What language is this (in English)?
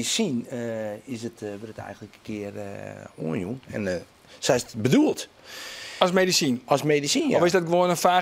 Western Frisian